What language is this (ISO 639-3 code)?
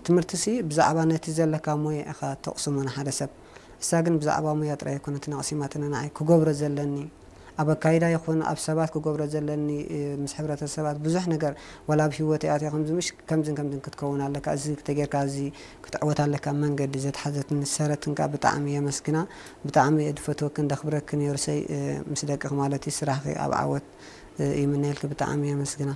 tir